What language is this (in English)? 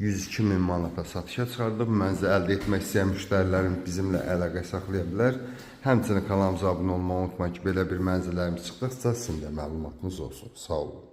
Azerbaijani